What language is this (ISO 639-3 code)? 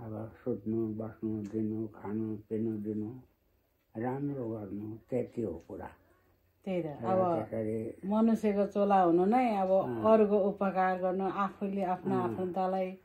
nep